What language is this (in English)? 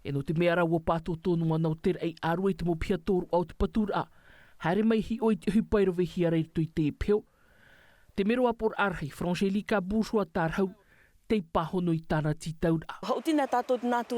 Tahitian